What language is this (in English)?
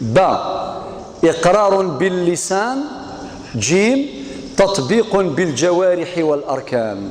Kabyle